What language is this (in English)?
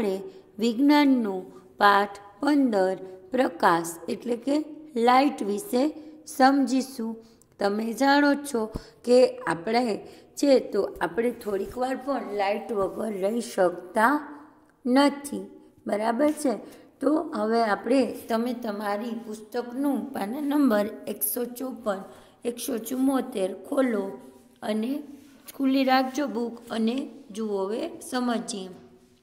Gujarati